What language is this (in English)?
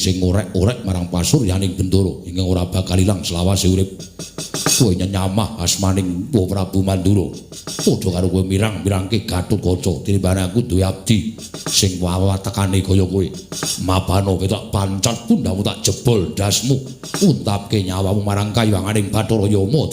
Javanese